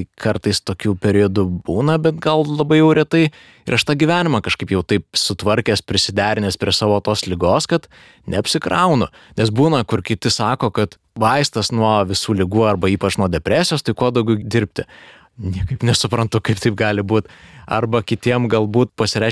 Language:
Lithuanian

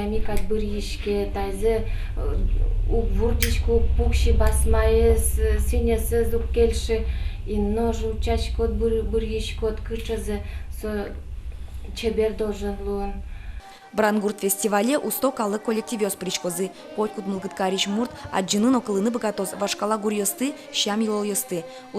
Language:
Udmurt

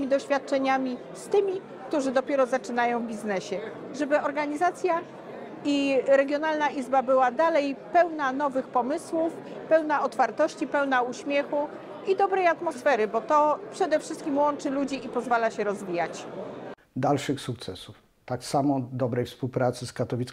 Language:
Polish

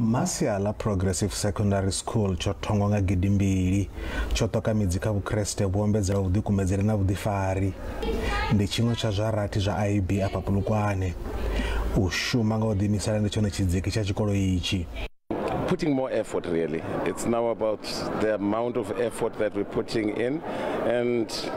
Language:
Venda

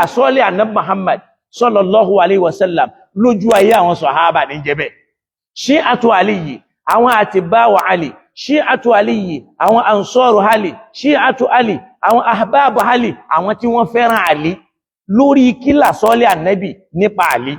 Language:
Yoruba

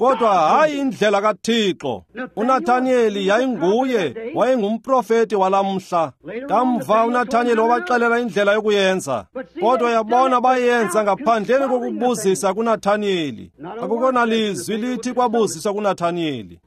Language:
Xhosa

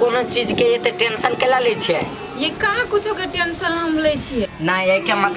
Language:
Maithili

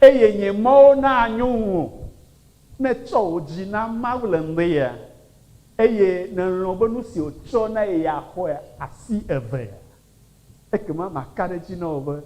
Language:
Ewe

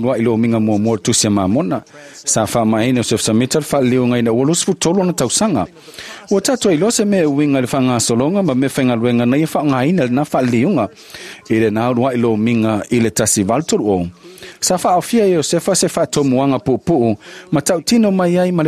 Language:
Samoan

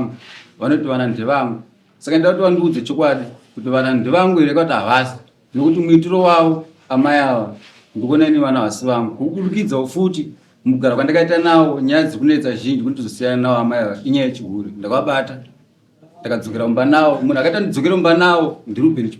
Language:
Shona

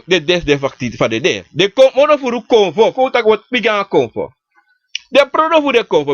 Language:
Sranan Tongo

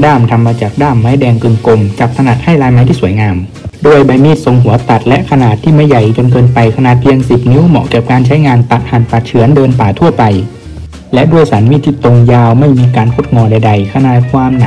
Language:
Thai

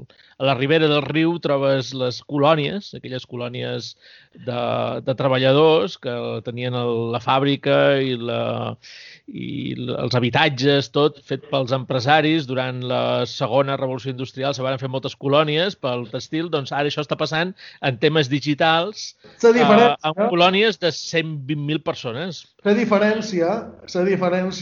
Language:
Catalan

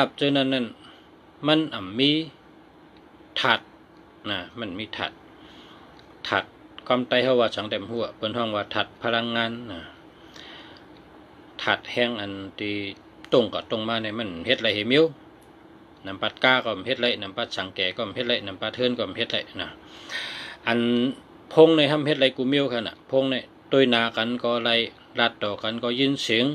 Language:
Shan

